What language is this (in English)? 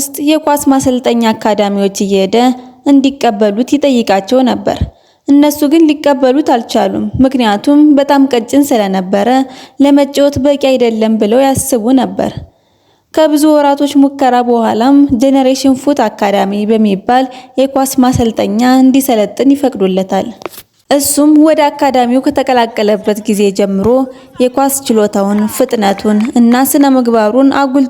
Amharic